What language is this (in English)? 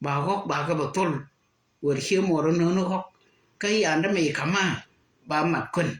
Nuer